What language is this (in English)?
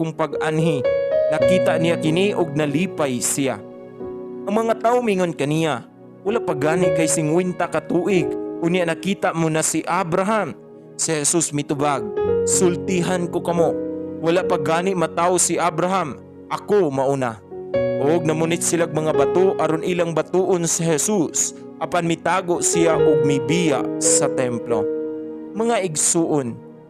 Cebuano